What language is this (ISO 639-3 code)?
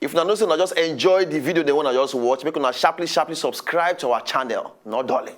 pcm